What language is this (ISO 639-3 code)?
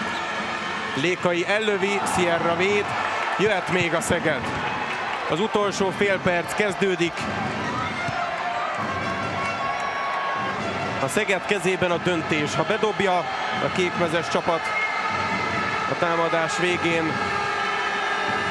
hun